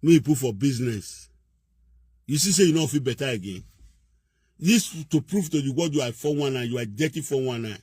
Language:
Nigerian Pidgin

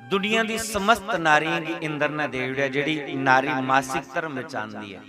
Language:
Dogri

